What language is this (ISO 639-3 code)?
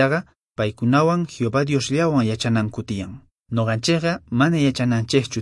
que